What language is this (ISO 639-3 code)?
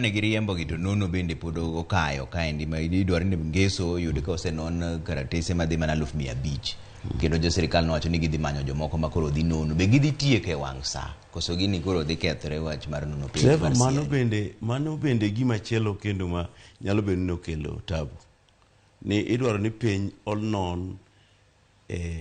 luo